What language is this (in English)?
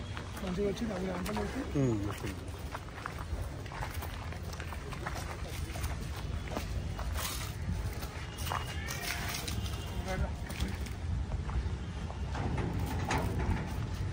Telugu